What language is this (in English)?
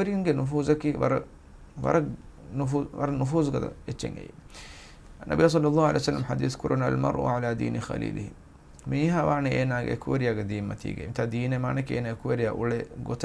Divehi